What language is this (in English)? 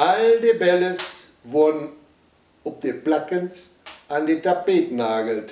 Westphalien